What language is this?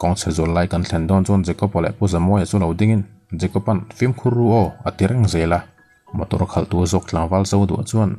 Mizo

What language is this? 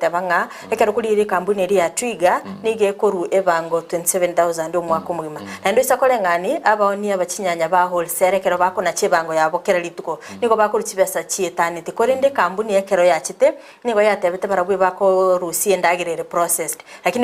Gusii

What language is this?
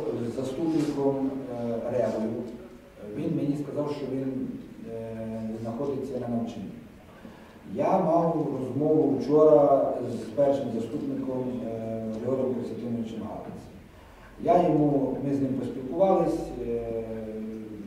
Ukrainian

